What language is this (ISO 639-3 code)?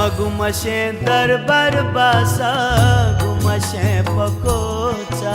new